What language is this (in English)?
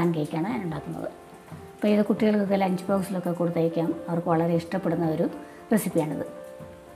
Malayalam